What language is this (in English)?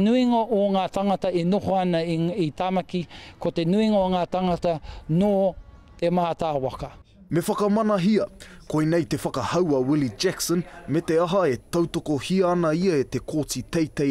Māori